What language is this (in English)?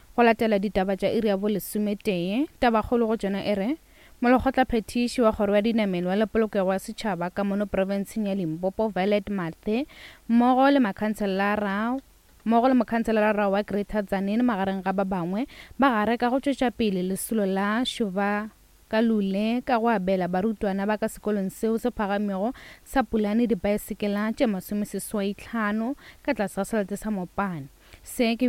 Northern Sotho